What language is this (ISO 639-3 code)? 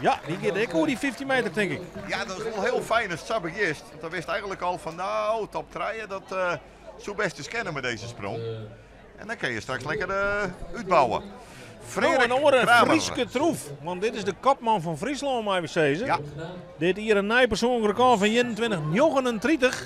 fry